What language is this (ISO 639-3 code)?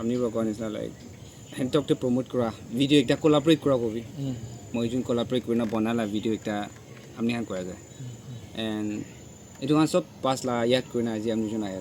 nag